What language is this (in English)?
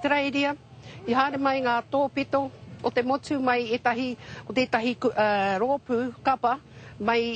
Māori